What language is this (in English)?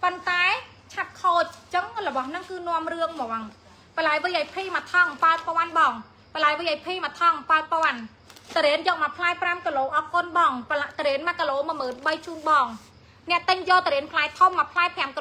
Khmer